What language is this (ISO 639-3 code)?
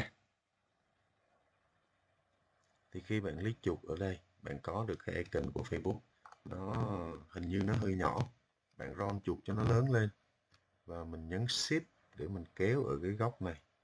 vie